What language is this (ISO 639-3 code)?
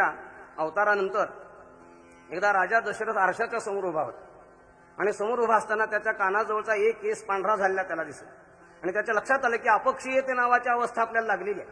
mar